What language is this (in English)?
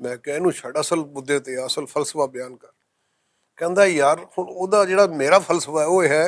Western Panjabi